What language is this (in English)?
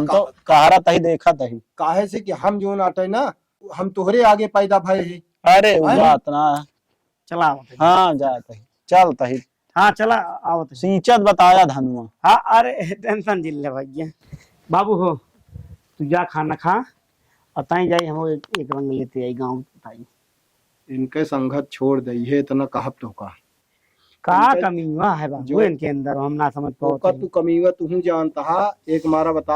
Awadhi